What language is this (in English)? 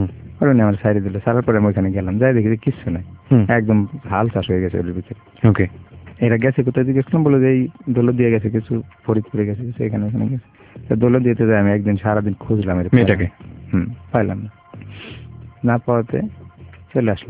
Bangla